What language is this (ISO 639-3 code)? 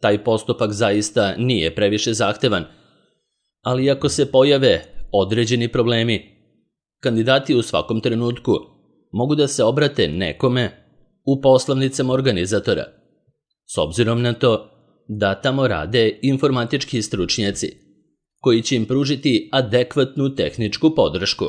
srp